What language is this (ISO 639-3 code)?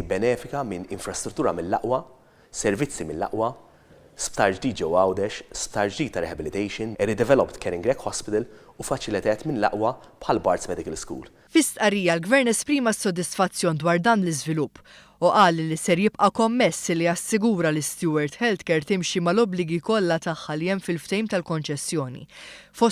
mlt